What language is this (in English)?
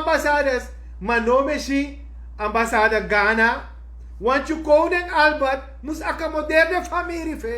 Sranan Tongo